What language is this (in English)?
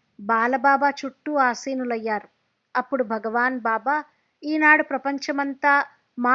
Telugu